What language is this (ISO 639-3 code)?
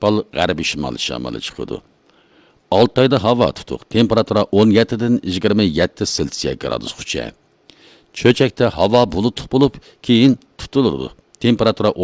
uig